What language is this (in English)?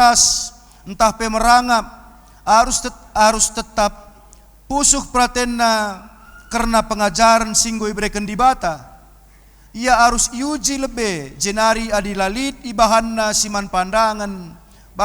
Batak Karo